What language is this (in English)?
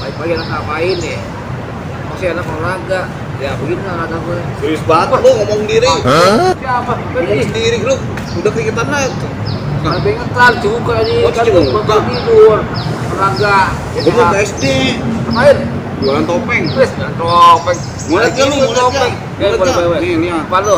Betawi